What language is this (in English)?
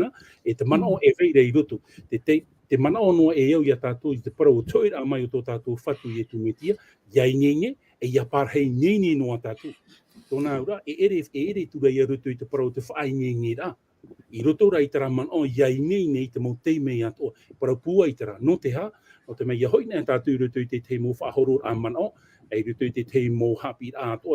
Tahitian